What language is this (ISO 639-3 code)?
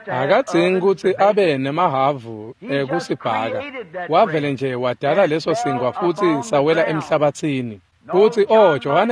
ssw